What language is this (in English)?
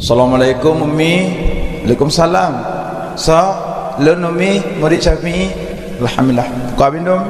Achinese